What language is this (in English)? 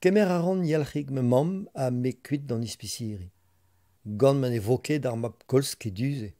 Breton